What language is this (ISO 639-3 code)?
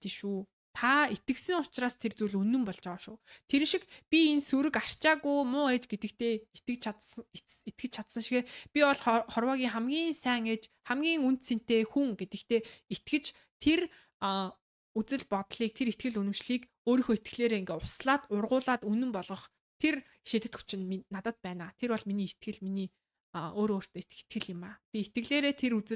mon